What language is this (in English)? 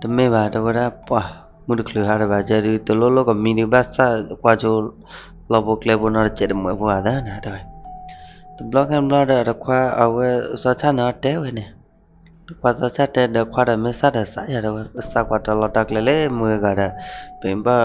S'gaw Karen